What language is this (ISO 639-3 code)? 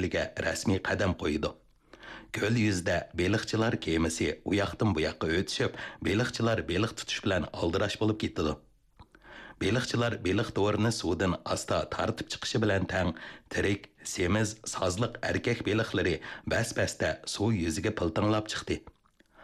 uig